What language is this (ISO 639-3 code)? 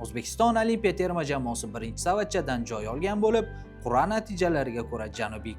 uzb